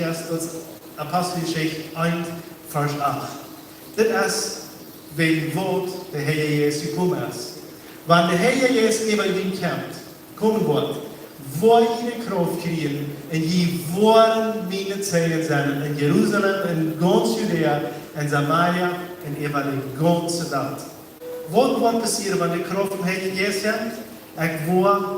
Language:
Plautdietsch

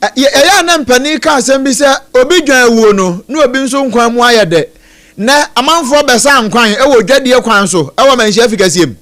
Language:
Akan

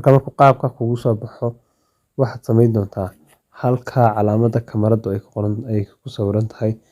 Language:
Somali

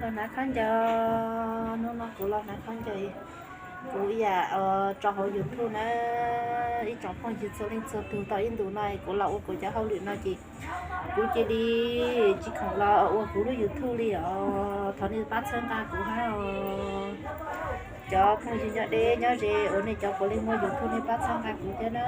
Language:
Hmong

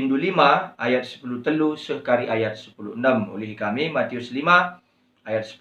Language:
Batak Karo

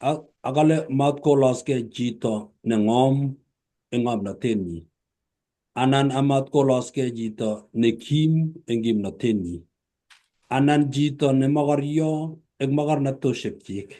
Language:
Kalenjin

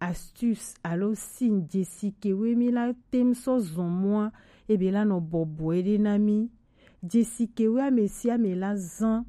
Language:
Gen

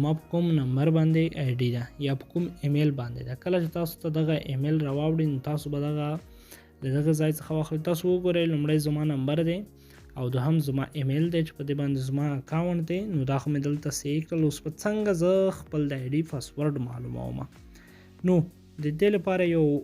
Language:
Pashto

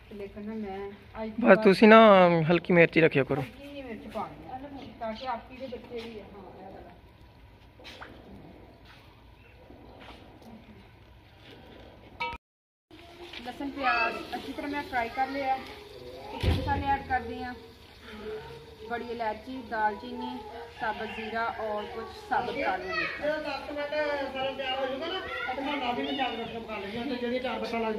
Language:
Punjabi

